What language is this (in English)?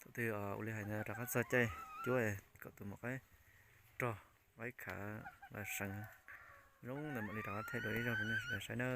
Hmong